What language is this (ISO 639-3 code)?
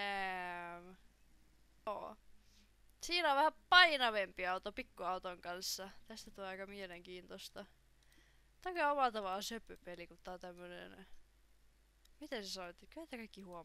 fin